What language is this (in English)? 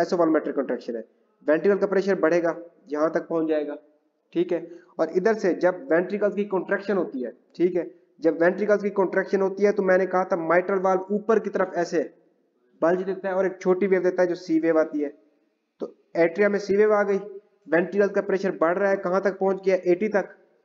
Hindi